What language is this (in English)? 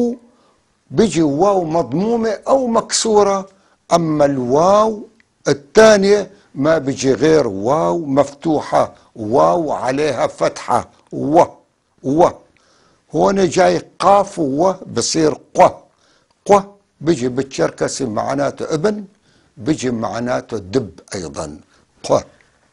North Levantine Arabic